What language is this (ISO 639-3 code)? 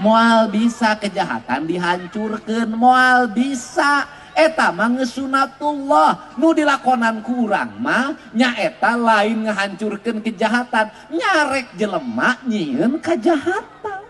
sun